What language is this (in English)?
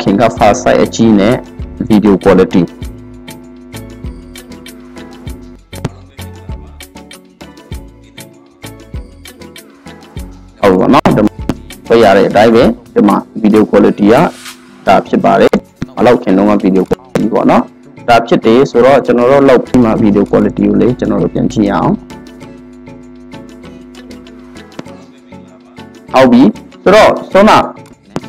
Burmese